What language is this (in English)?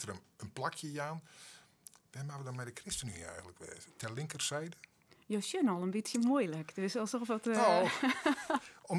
Western Frisian